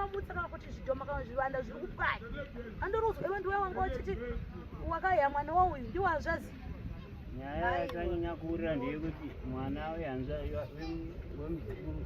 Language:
Shona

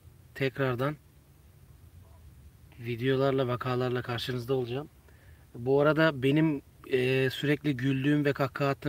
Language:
Turkish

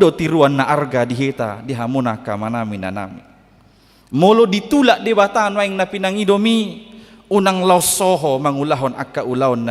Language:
Batak Toba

